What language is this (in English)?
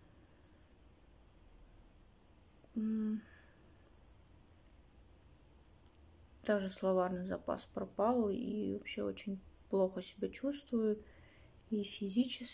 Russian